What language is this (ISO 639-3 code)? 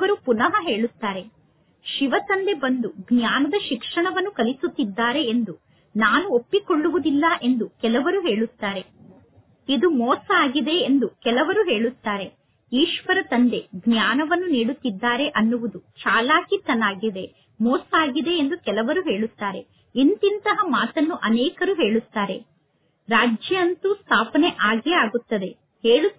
kan